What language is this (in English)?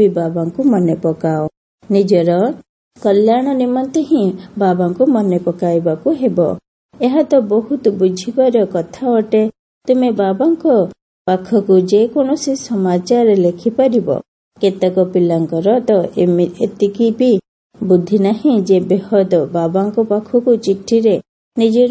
Odia